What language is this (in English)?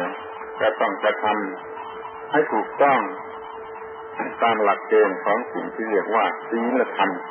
Thai